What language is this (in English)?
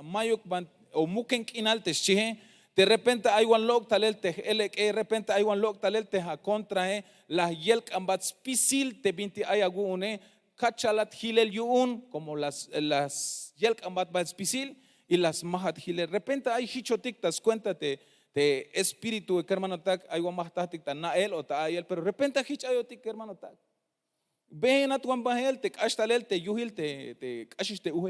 Tzeltal